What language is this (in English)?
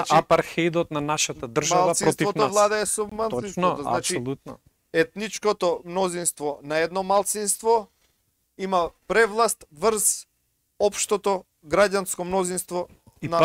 Macedonian